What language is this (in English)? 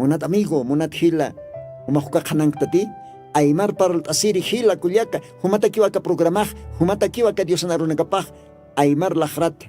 Aymara